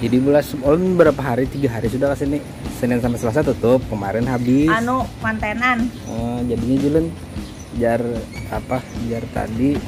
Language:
Banjar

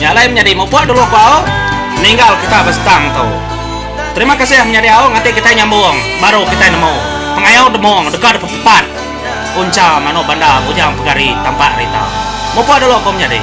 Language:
Iban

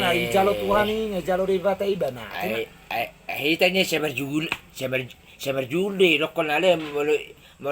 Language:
Batak Toba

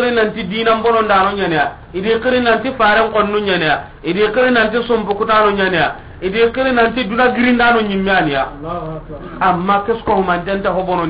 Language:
Soninke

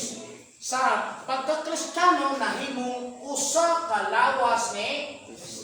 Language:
Cebuano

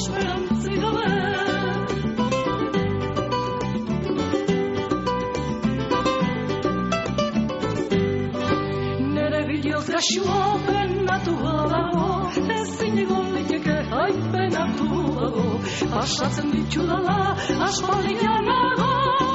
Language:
Basque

